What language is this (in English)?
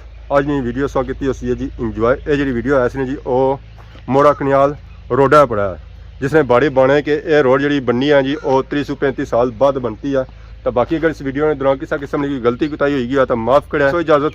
Pahari-Potwari